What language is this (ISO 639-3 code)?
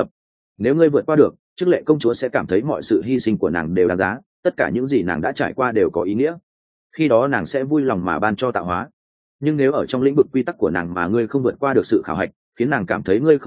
vie